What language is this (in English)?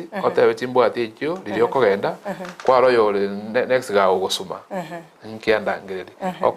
Gusii